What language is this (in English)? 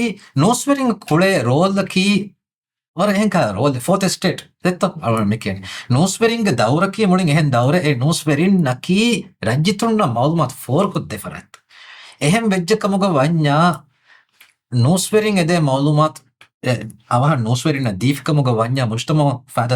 Divehi